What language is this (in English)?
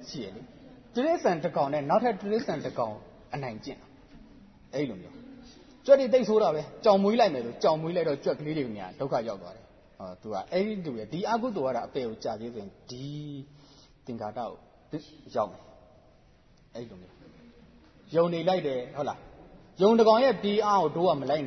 Burmese